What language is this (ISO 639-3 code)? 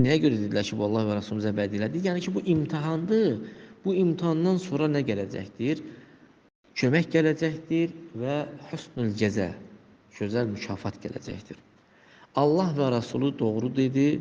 aze